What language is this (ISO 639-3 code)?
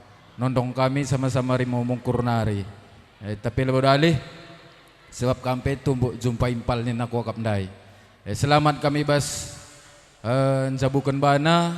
btx